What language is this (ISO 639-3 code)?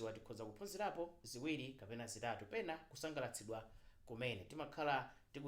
nya